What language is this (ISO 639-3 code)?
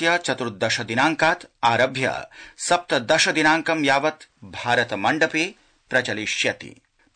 san